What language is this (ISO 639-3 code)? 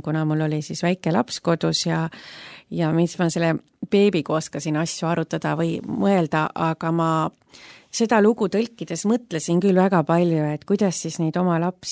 est